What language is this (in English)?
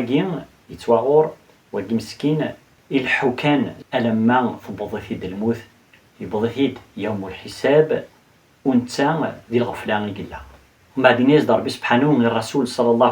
Kabyle